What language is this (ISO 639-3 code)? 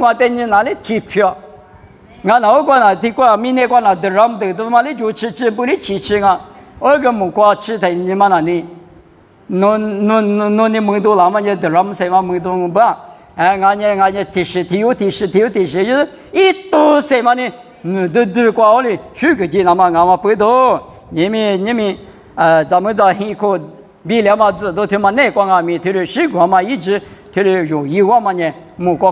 lis